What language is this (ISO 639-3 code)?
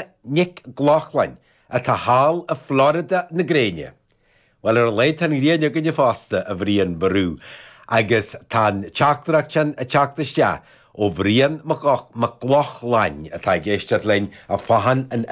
gle